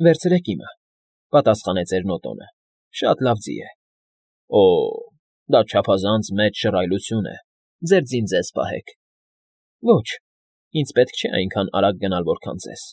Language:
Armenian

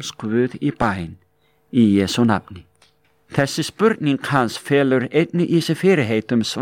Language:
Icelandic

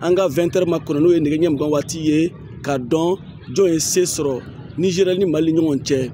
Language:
Bambara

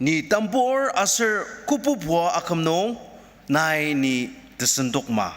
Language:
Ao Naga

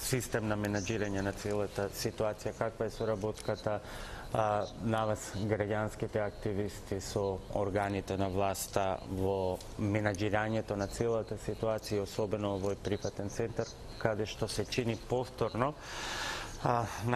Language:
Macedonian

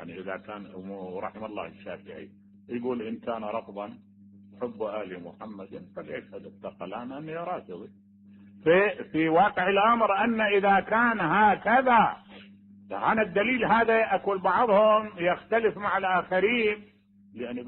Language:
Mesopotamian Arabic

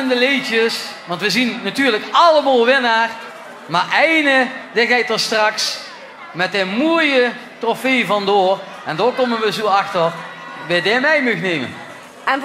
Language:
Limburgish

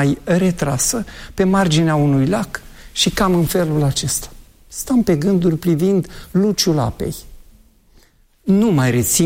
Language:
Romanian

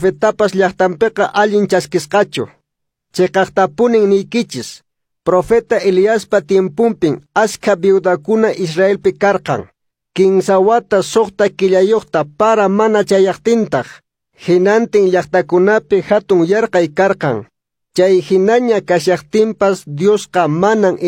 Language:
Quechua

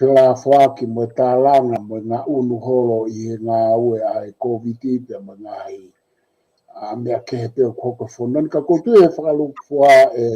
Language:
Tongan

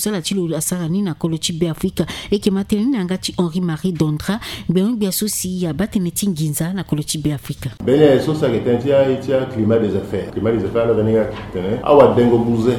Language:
Sango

